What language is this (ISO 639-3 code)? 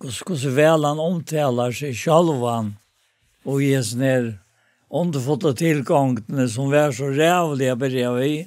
fao